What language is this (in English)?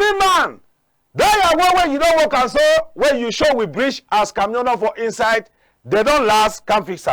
Cameroon Pidgin